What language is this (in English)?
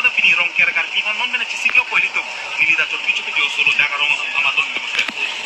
Karbi